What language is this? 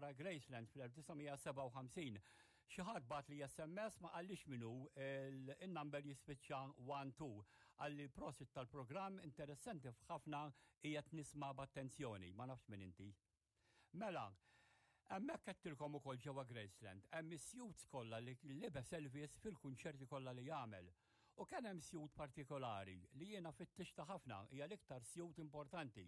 Maltese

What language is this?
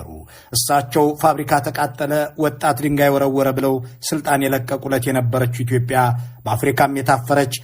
Amharic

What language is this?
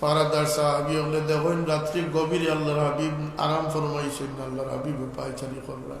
Sylheti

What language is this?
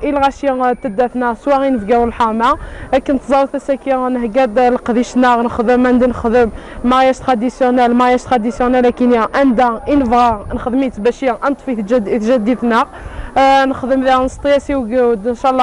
Kabyle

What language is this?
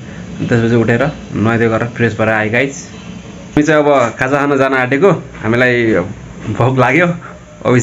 Nepali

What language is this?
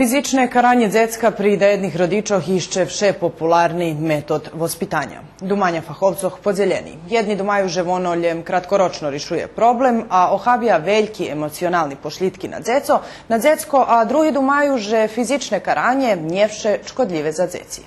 Rusyn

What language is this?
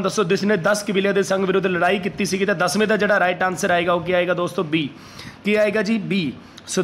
Punjabi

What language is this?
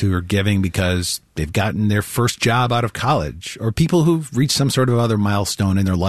English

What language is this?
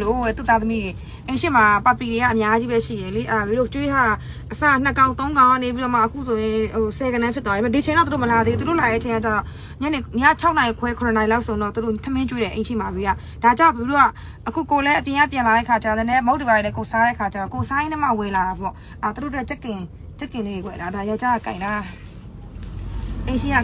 Burmese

